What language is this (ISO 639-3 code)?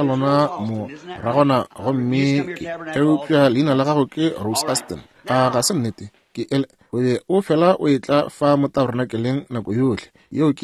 nso